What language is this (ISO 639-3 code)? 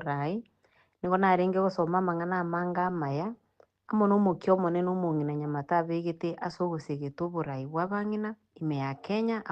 guz